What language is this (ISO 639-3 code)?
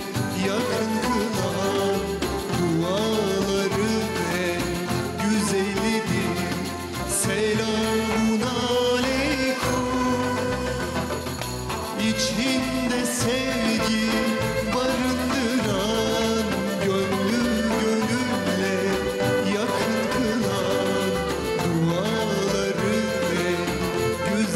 tur